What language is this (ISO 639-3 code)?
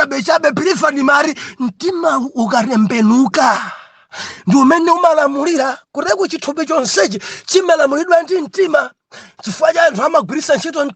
nya